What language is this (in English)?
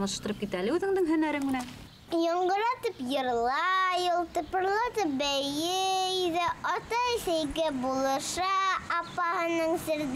Bashkir